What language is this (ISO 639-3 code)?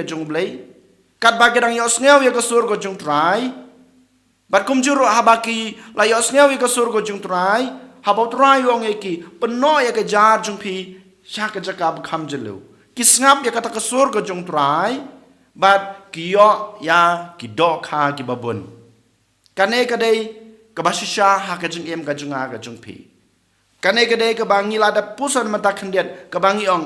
kha